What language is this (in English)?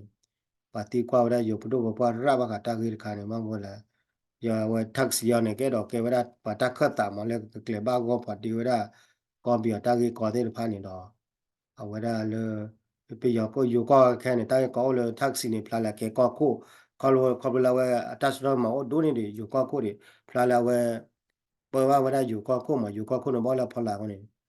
S'gaw Karen